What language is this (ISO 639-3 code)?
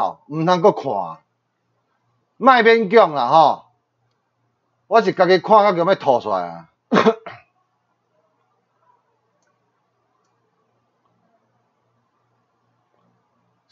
zho